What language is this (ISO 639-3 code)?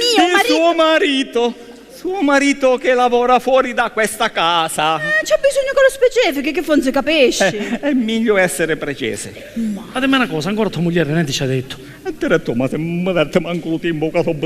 scn